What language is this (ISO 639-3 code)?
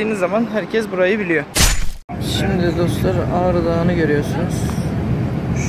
tur